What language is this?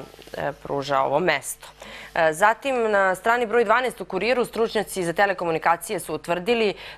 Serbian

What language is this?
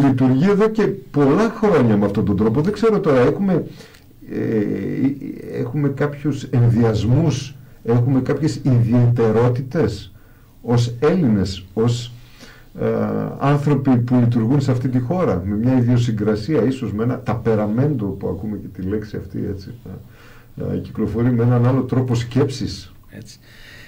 Greek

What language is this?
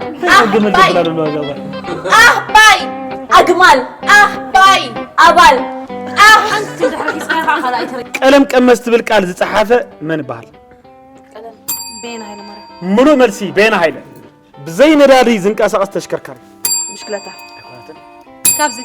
Tigrinya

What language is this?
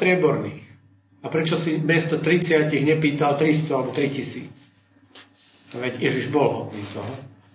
Slovak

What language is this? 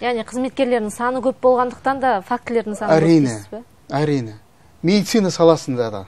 Kazakh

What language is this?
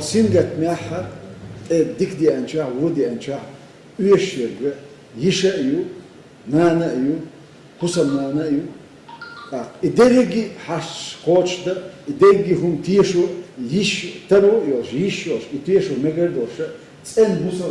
Chechen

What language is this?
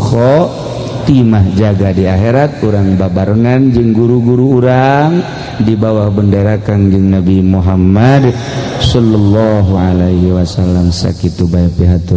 Sundanese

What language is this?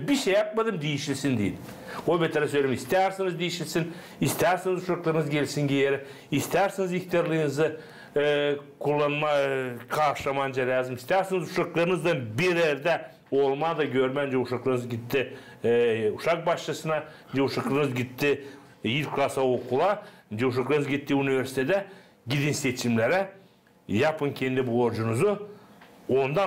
Gagauz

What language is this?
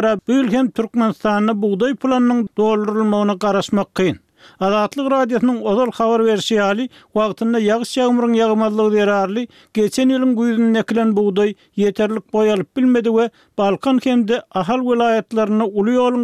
Turkmen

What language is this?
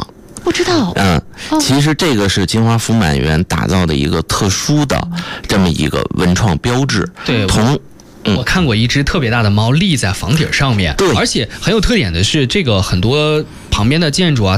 Chinese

